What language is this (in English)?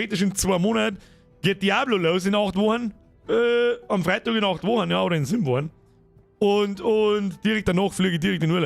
Bavarian